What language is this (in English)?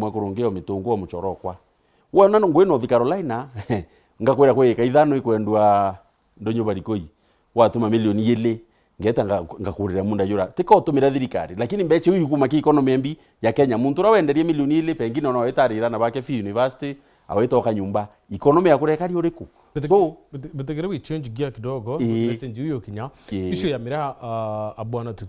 Meru